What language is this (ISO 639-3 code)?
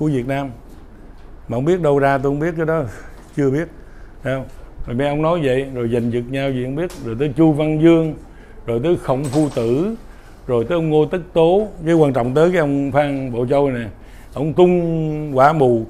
vie